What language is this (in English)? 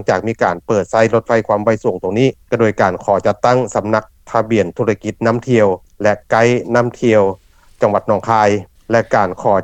Lao